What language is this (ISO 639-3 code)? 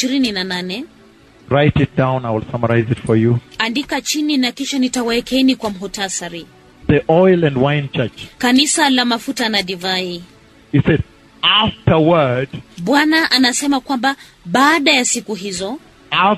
swa